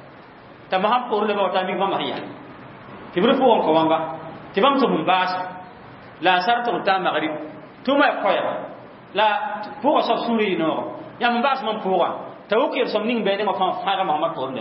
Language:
Mossi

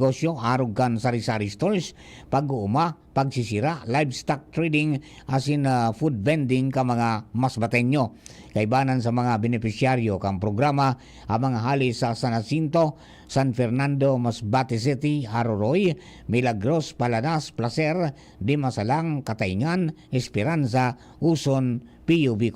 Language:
Bikol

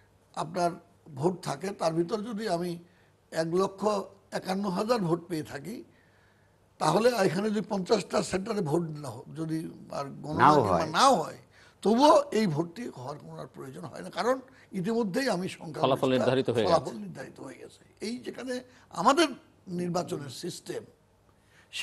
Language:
Bangla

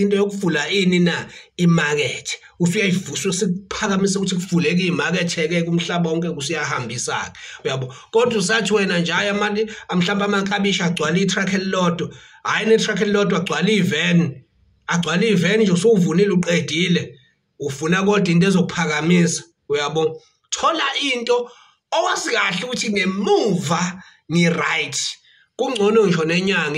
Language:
Zulu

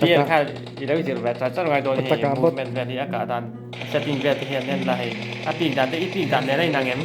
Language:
Mizo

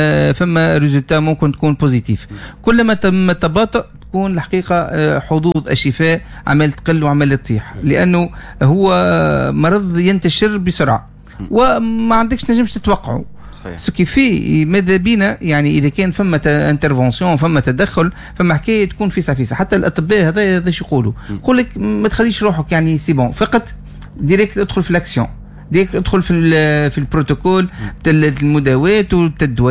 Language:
Tunisian Arabic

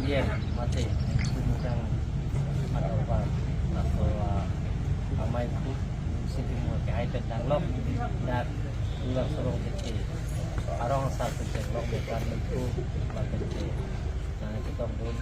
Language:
Karbi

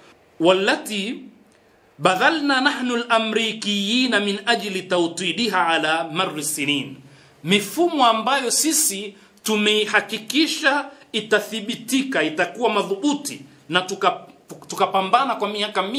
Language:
Swahili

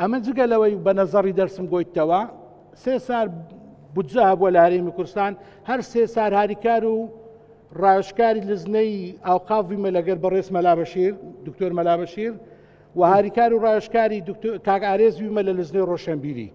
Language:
Central Kurdish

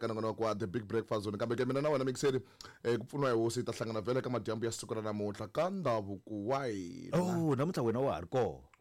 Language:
Tsonga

